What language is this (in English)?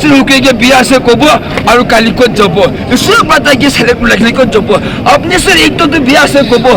Naga Pidgin